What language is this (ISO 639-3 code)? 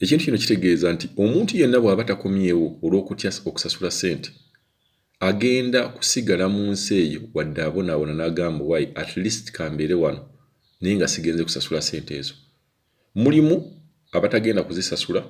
lug